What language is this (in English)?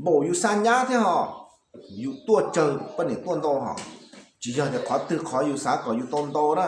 Hmong